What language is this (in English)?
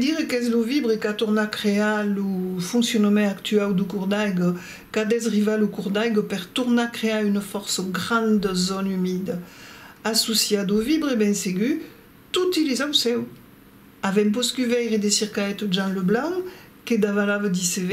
Occitan